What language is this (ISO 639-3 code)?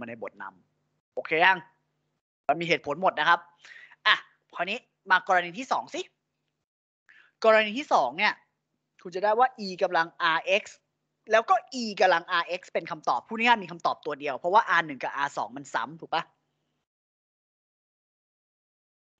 tha